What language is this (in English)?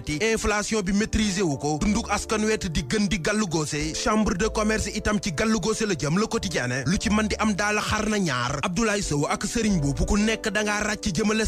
Wolof